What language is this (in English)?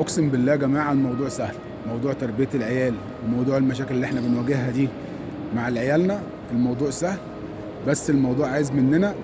Egyptian Arabic